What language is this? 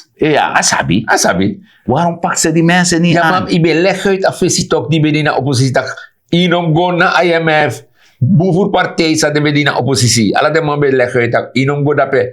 Sranan Tongo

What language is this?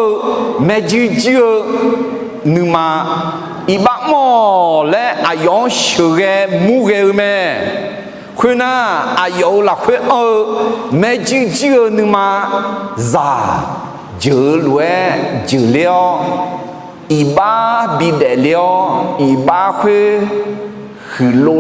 Akha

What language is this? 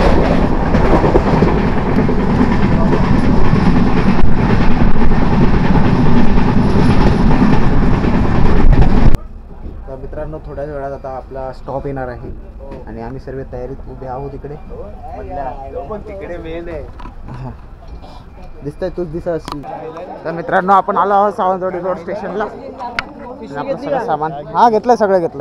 Marathi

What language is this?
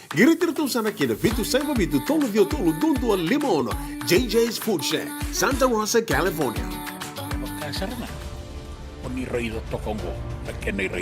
Fijian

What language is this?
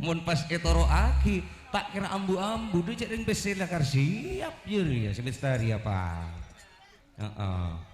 Madurese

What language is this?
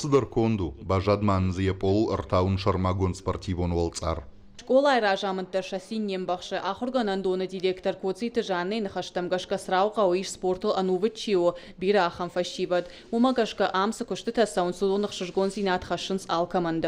Ossetic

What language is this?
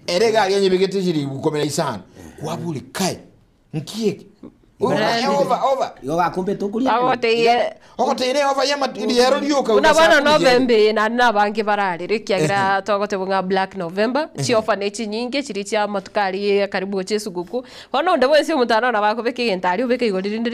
Gusii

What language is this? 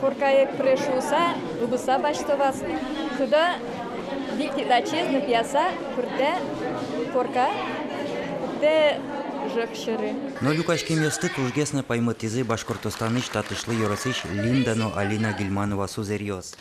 Udmurt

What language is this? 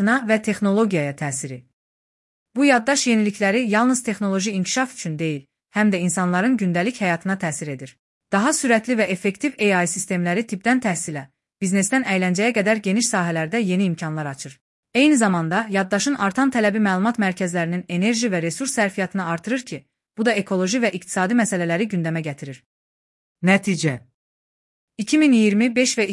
Azerbaijani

